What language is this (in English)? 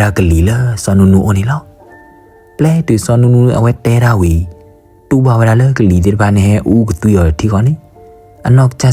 S'gaw Karen